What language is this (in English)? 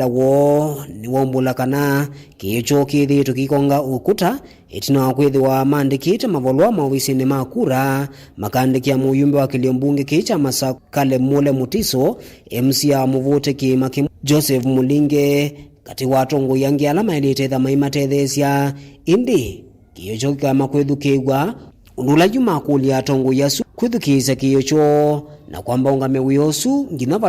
Kamba